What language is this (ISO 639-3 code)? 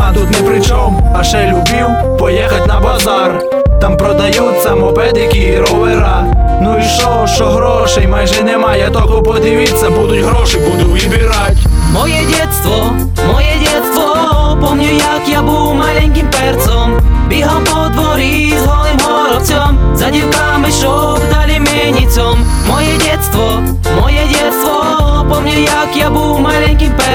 ukr